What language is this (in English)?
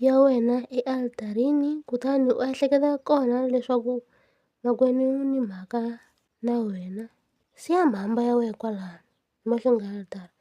Tsonga